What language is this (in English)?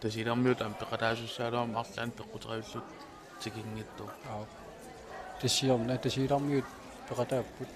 Kalaallisut